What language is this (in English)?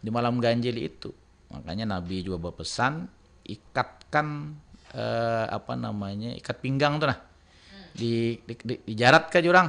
Banjar